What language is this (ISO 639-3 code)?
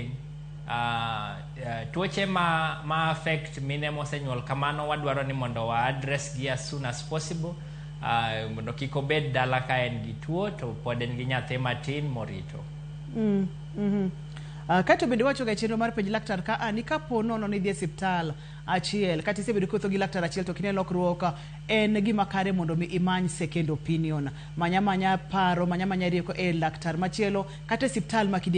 luo